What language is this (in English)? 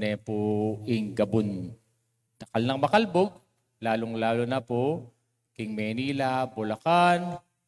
Pampanga